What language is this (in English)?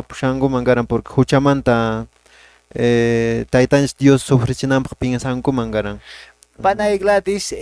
Quechua